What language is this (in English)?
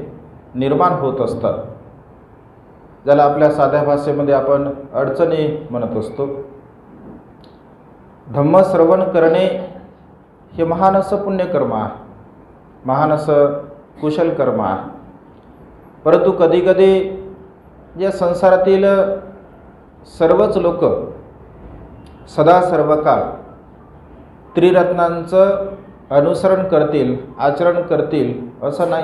Marathi